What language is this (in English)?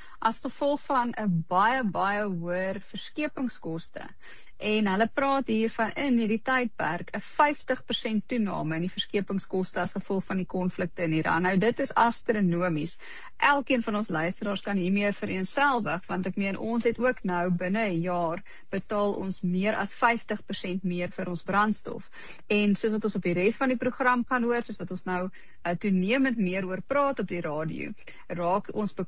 Afrikaans